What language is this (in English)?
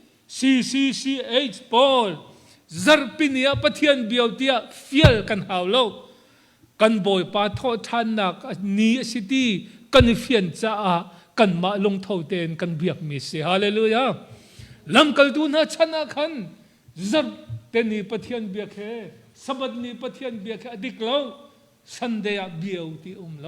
Hakha Chin